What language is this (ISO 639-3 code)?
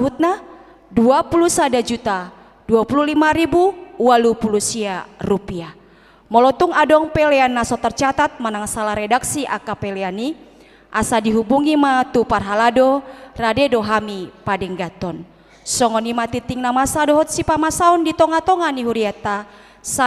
bbc